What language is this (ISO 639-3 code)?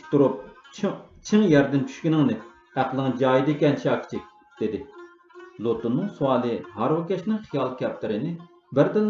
uig